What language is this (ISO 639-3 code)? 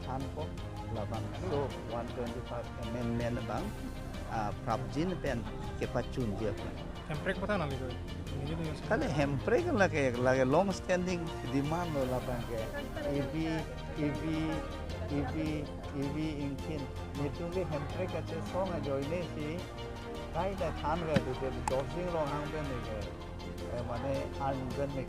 mjw